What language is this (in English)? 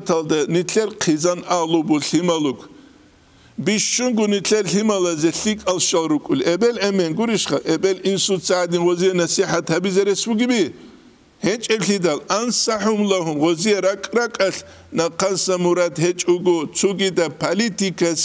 Avaric